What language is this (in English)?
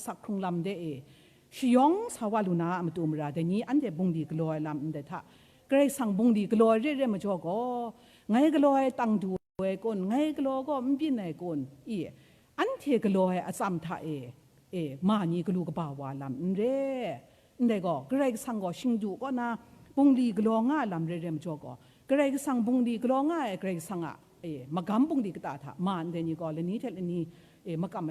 Kachin